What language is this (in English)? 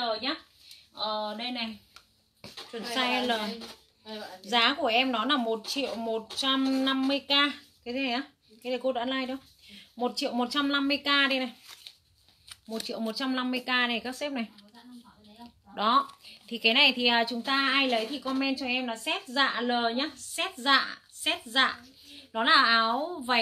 Vietnamese